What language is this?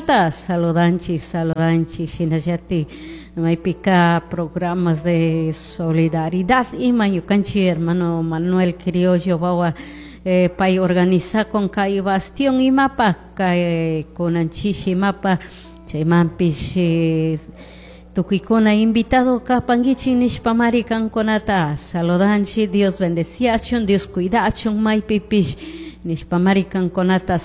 Chimborazo Highland Quichua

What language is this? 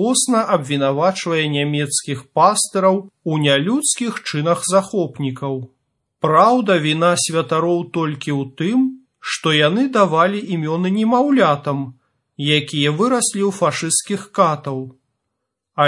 Belarusian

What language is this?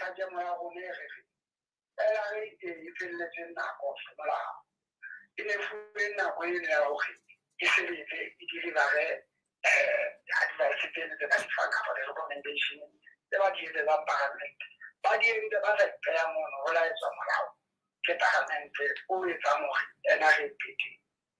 Southern Sotho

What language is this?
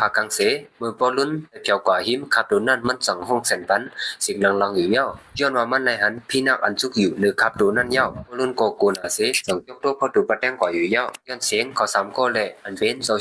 Shan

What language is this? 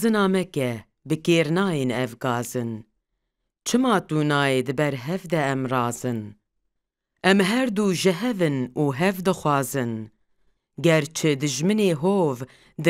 Kurdish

